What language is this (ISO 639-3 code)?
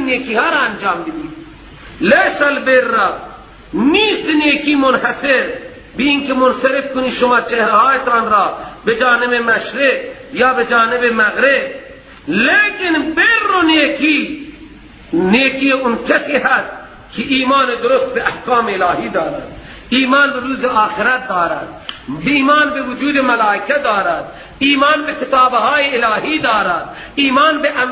fas